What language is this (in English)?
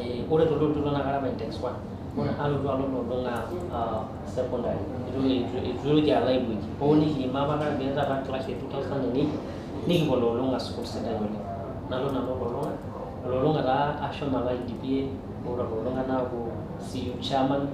Masai